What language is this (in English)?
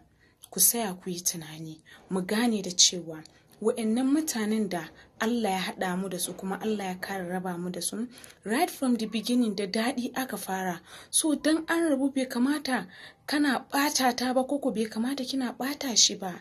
Hausa